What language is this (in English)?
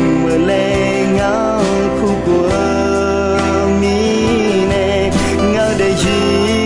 Akha